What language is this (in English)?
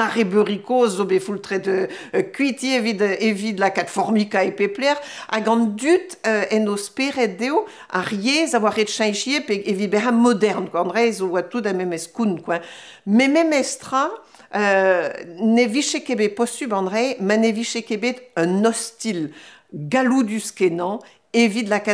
Breton